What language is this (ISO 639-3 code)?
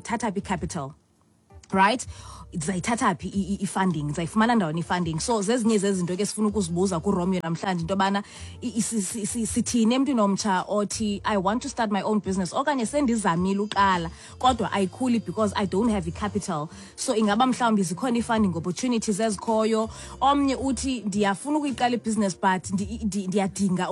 xho